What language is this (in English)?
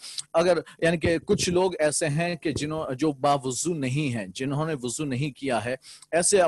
Urdu